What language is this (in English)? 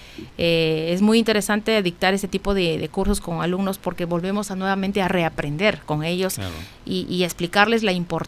Spanish